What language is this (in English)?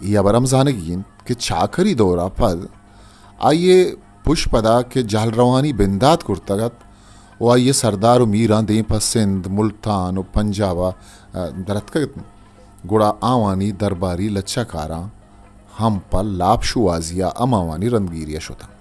Eastern Balochi